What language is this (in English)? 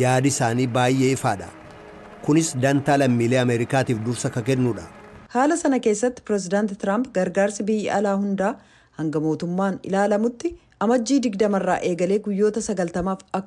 Oromo